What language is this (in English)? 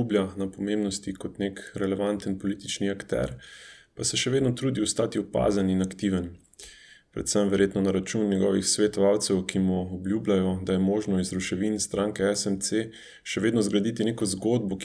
Slovenian